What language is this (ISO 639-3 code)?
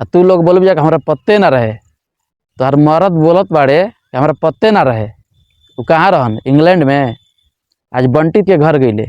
bho